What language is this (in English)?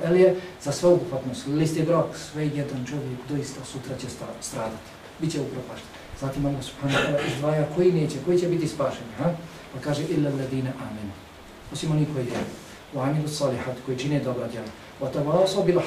Bosnian